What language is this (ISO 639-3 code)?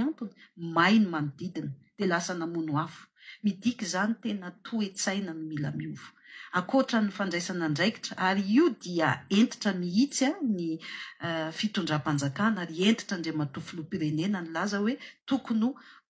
mlg